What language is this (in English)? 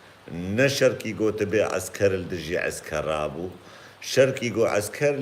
Kurdish